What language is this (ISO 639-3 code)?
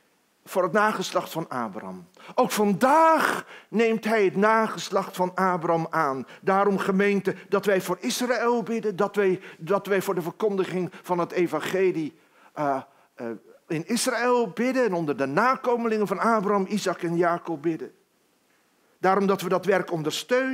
nld